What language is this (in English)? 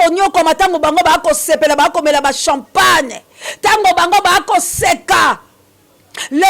Lingala